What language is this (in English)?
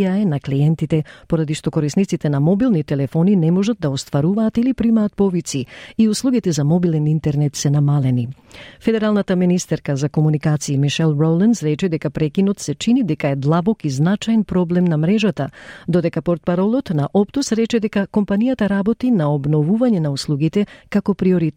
Macedonian